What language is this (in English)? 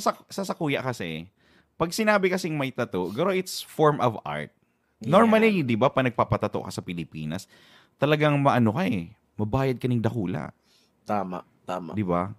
Bikol